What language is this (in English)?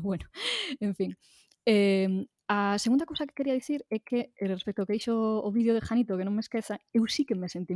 Galician